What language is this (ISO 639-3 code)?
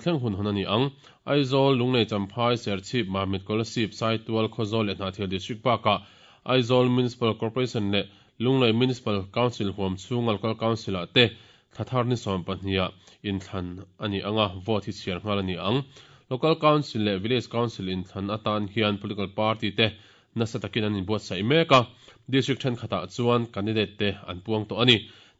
lus